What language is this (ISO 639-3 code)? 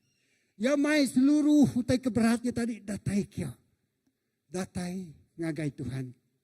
iba